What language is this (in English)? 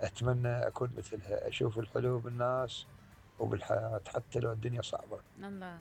Mesopotamian Arabic